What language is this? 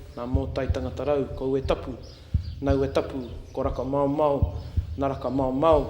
Māori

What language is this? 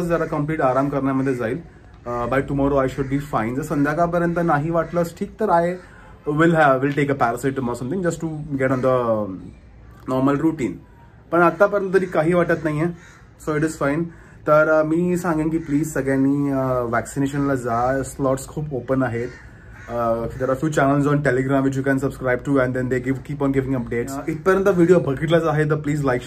Marathi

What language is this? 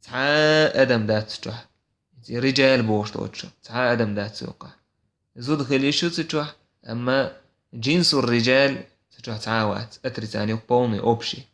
Chechen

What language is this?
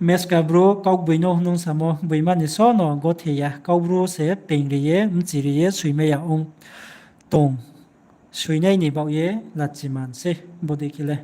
Riang (India)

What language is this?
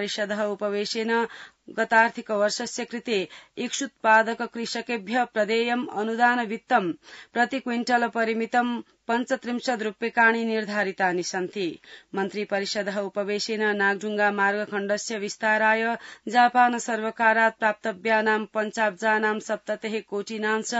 Sanskrit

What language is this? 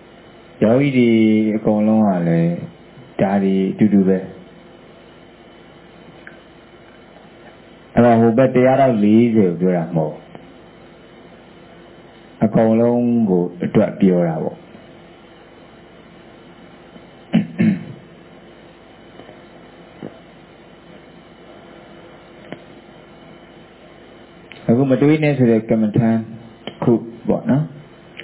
Burmese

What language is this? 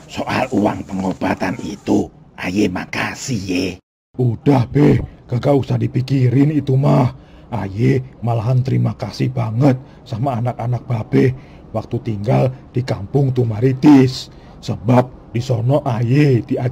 Betawi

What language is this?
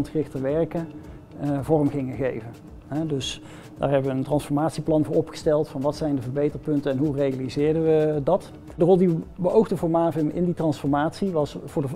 Dutch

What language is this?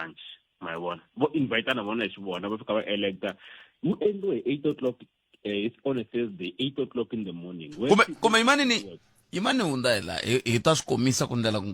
Tsonga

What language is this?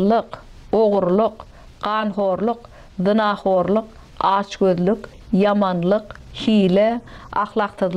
Turkmen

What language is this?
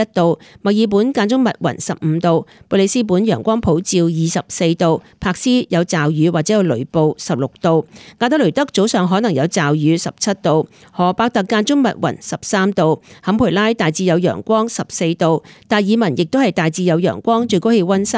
Cantonese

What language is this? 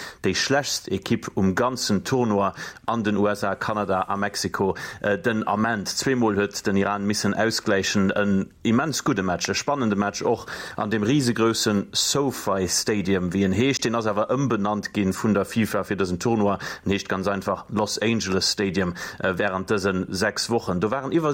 Luxembourgish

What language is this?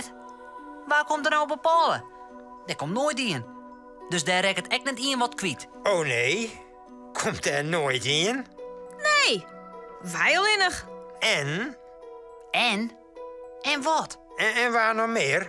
Western Frisian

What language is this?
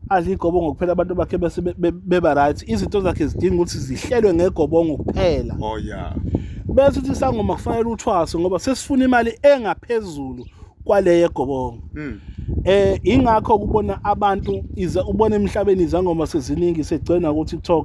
Zulu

